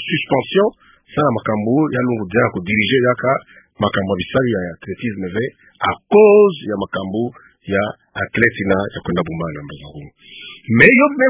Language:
Kituba (Democratic Republic of Congo)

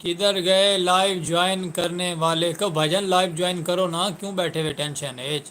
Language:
Saraiki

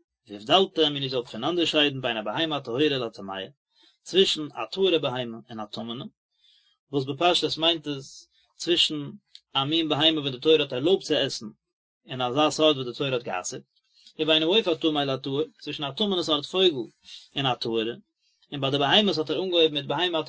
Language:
Yiddish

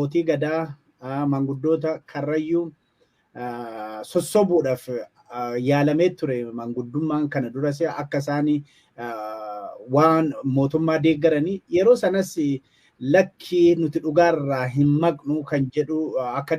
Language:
Oromo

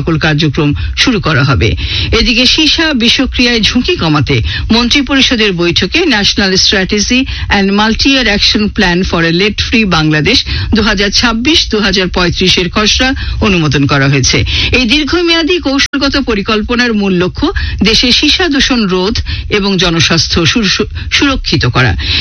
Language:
Bangla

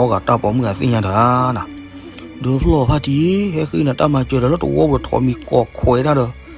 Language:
S'gaw Karen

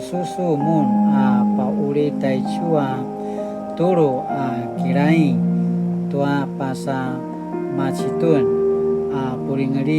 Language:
Paiwan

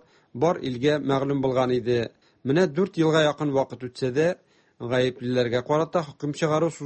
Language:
Tatar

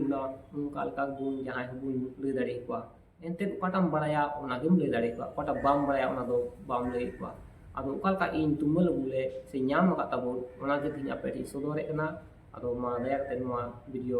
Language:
Santali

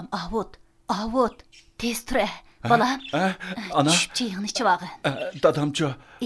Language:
Uyghur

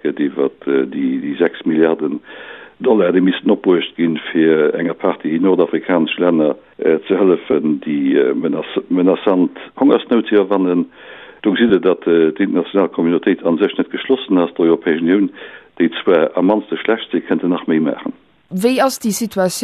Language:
Luxembourgish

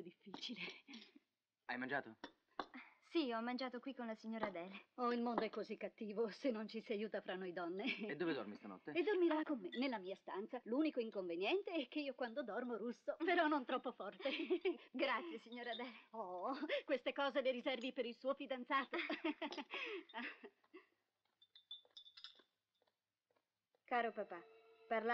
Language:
Italian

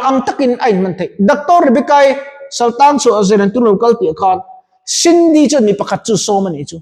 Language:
Mizo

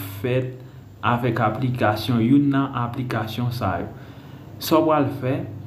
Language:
Haitian Creole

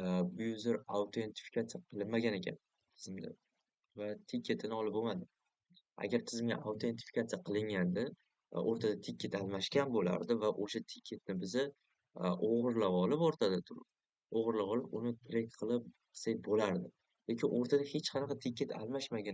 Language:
Uzbek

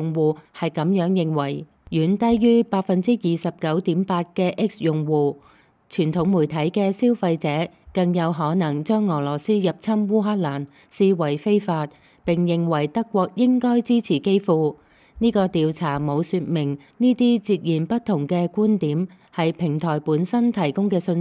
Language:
Cantonese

